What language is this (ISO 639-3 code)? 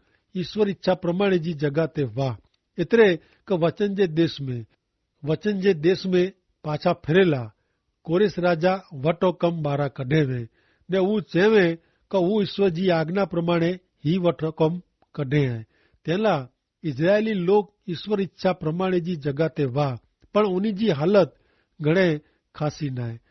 kfr